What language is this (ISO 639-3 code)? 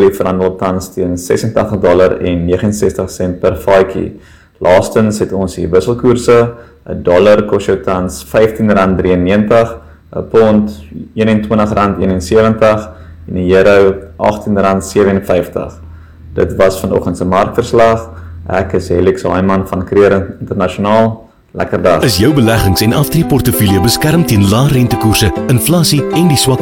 afr